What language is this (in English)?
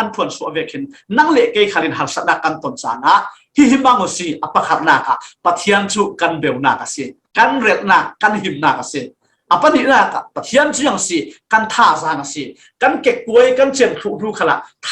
Falam Chin